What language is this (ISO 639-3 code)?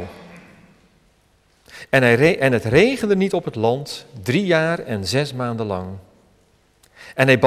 nld